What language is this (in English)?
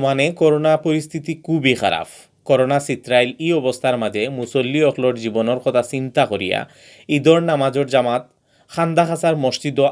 Sylheti